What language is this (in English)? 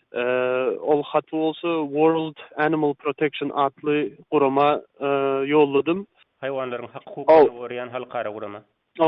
Turkmen